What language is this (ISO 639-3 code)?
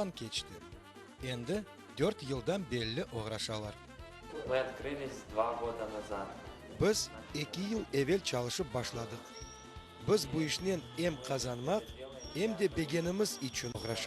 crh